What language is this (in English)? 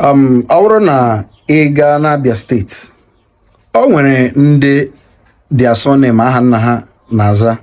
Igbo